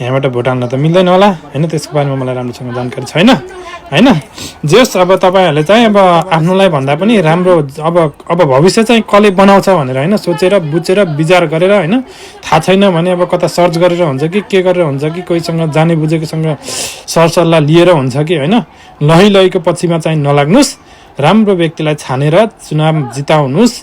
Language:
Nepali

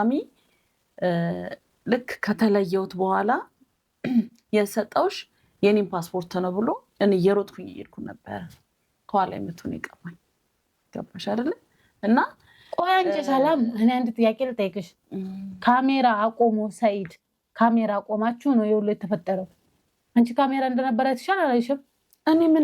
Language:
Amharic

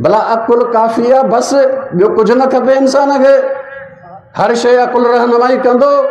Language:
Sindhi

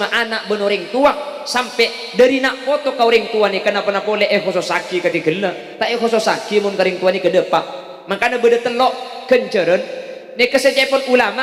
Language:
Madurese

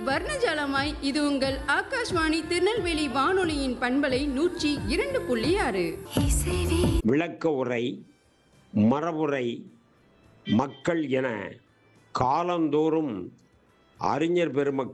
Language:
Tamil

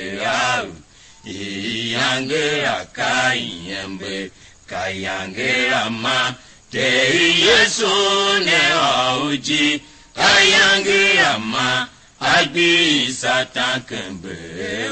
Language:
Tiv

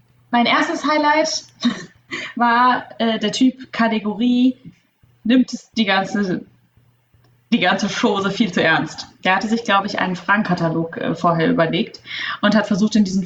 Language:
German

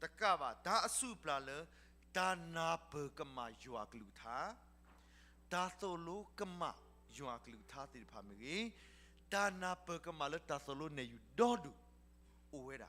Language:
S'gaw Karen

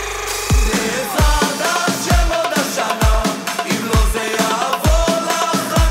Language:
Hebrew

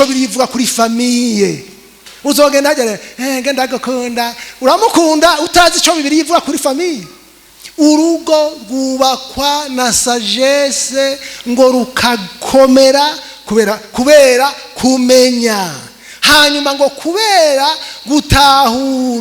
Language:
Rundi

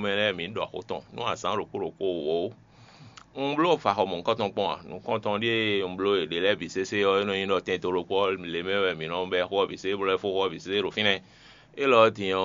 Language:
Fon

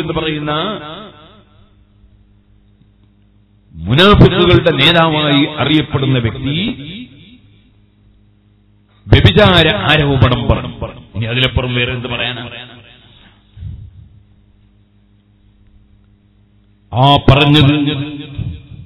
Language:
Malayalam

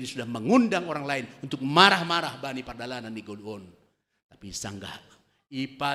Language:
Batak Simalungun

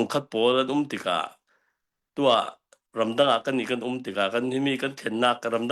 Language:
Hakha Chin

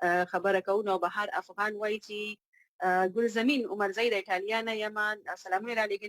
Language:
Pashto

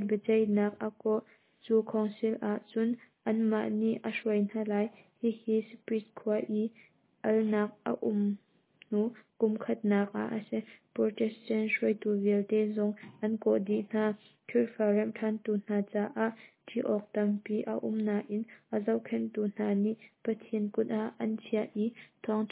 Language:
Hakha Chin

